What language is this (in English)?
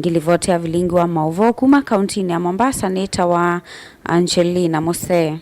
Kamba